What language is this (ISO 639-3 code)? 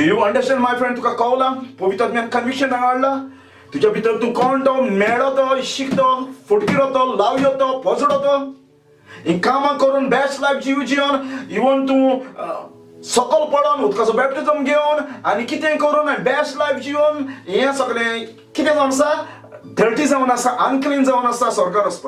kok